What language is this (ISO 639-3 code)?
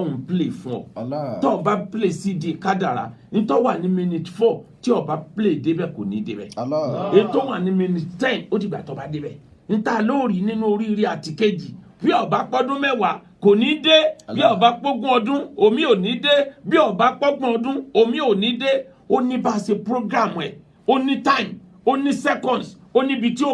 yor